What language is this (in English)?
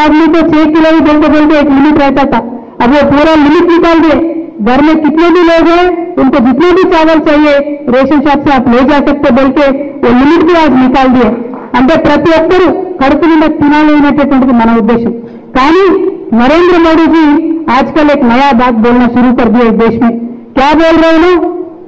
Telugu